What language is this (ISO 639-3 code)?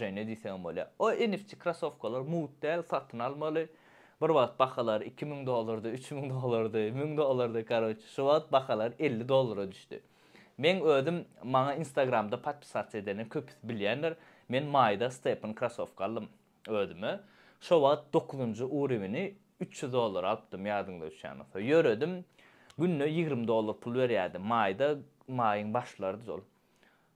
tuk